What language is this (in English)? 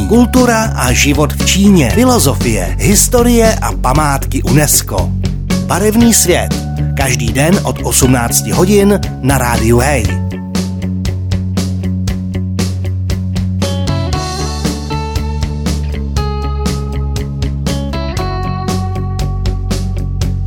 Czech